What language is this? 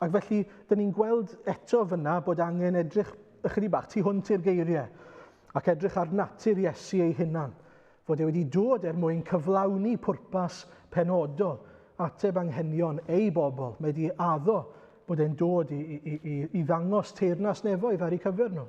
Welsh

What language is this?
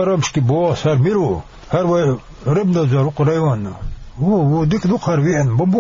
Chechen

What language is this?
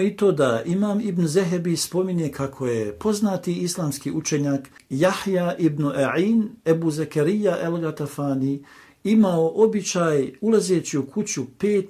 Bosnian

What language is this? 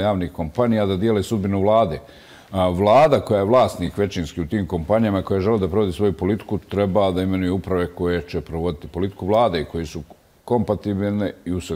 Bosnian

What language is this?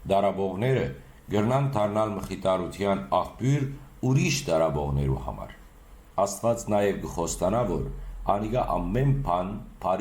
Western Armenian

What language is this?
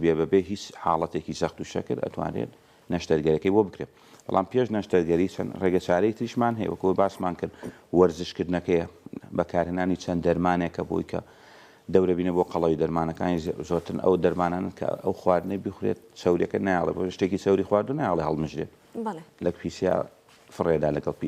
Central Kurdish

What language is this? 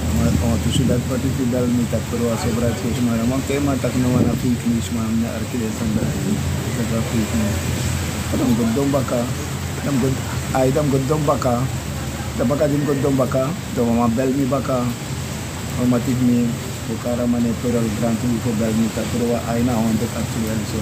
Sranan Tongo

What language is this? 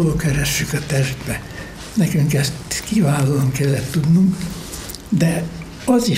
Hungarian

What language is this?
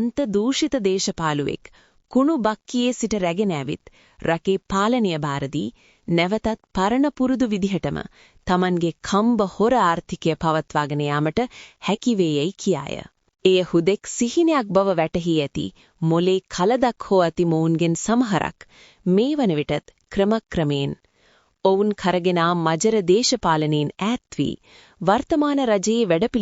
Sinhala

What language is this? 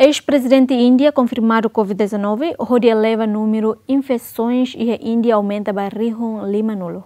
Tetum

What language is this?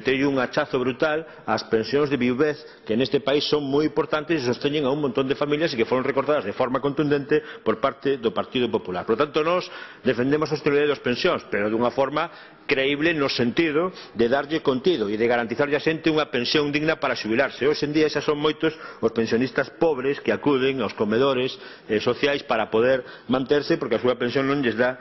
Galician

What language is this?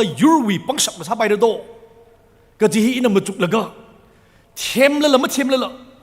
Tangkhul Naga (India)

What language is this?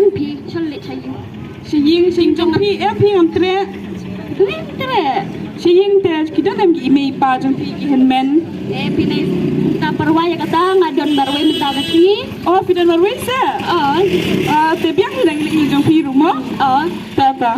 Khasi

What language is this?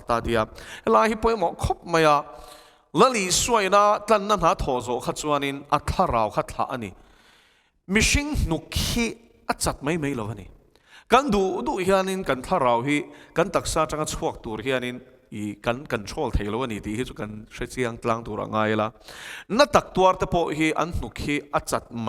Mizo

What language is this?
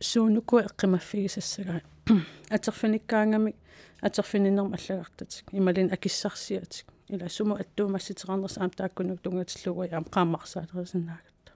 Kalaallisut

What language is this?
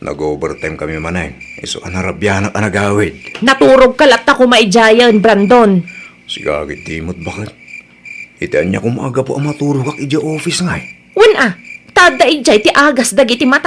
Iloko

